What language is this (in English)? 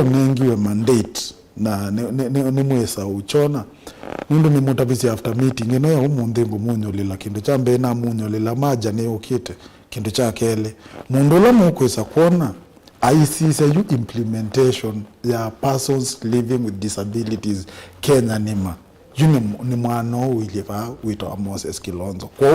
Kamba